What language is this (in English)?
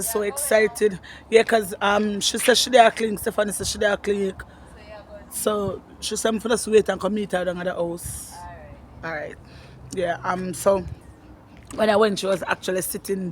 Jamaican Creole English